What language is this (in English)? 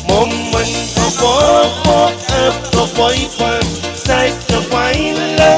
Pohnpeian